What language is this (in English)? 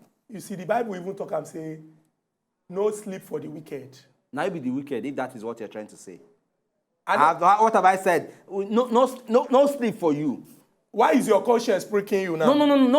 Nigerian Pidgin